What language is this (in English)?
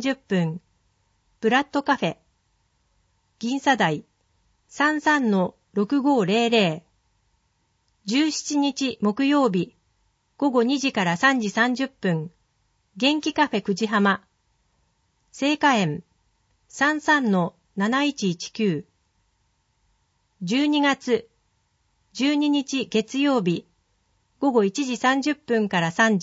Japanese